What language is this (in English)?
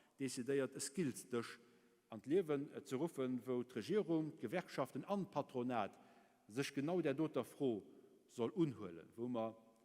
Luxembourgish